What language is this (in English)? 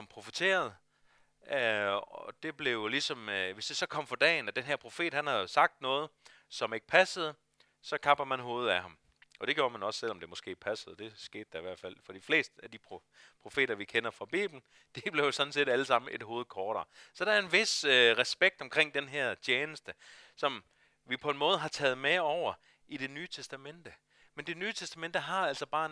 Danish